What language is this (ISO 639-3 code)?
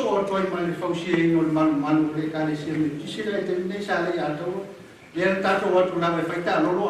smo